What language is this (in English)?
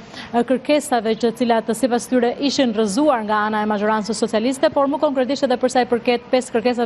Albanian